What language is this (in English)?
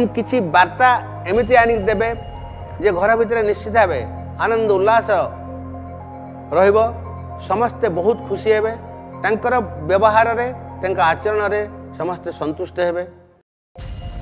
Odia